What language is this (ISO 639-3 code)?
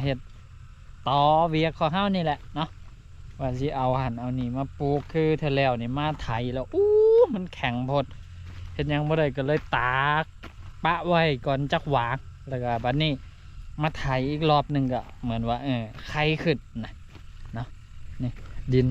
lao